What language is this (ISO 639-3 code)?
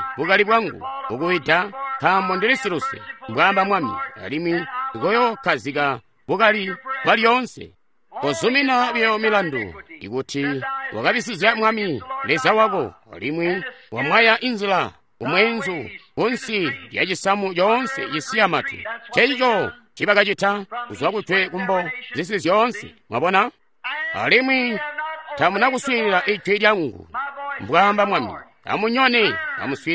toi